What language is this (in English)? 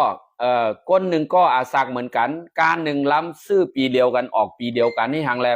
Shan